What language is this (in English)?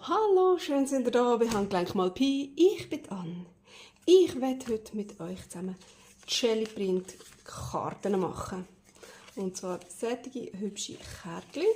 Swiss German